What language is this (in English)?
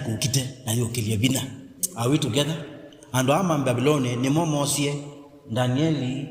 Kamba